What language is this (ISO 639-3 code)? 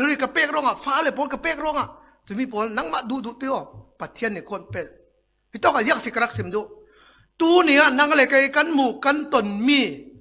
cfm